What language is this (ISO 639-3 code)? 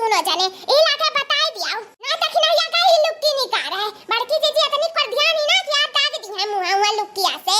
awa